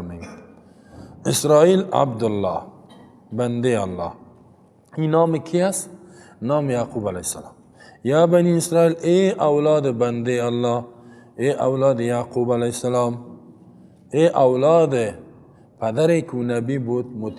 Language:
Persian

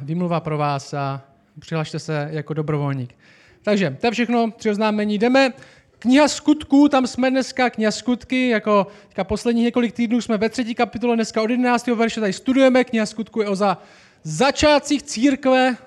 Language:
Czech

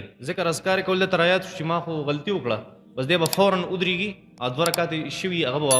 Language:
Pashto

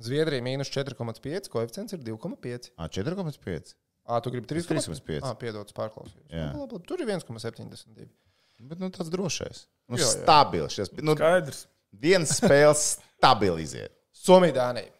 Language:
Latvian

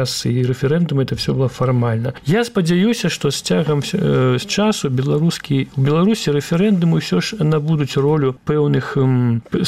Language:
Belarusian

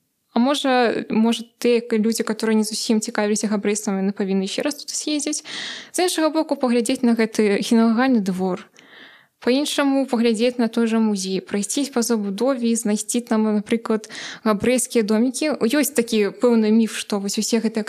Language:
Belarusian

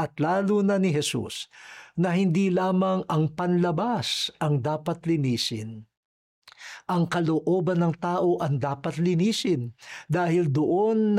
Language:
Filipino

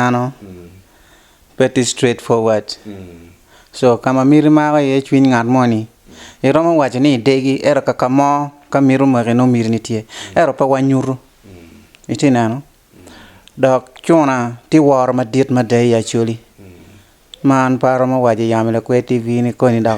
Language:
Acoli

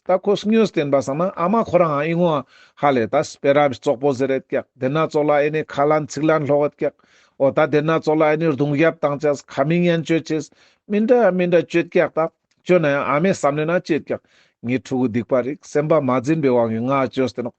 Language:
Ladakhi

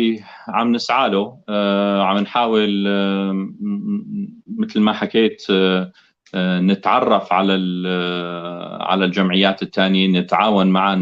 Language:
North Levantine Arabic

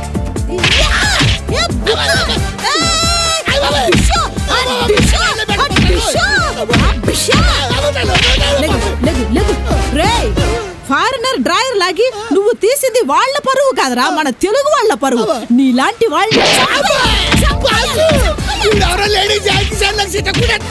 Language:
Telugu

